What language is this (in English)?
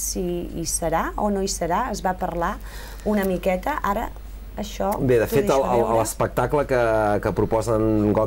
Catalan